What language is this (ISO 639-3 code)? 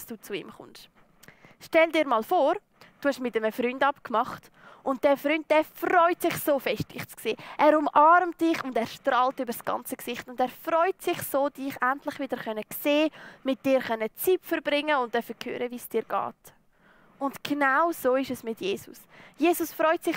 gsw